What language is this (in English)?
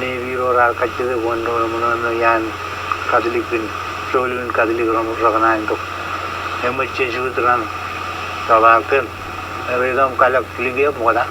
Marshallese